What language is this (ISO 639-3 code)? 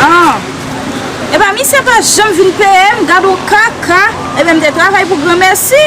hat